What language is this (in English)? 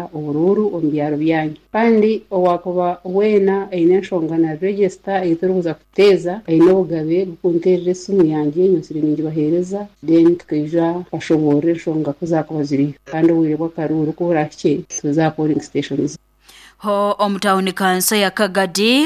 Nyoro